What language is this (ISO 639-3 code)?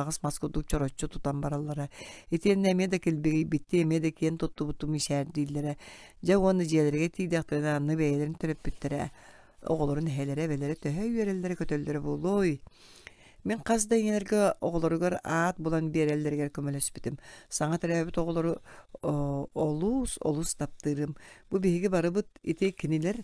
sah